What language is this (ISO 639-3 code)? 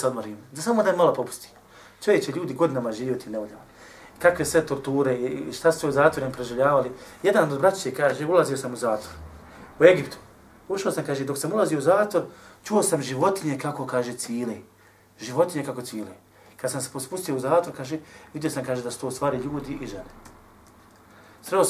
bos